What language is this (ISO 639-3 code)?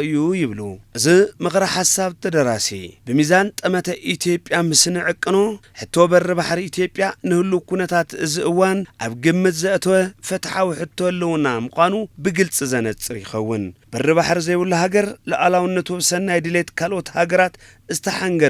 tir